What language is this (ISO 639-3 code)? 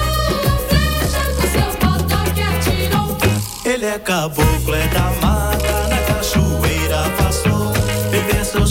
slk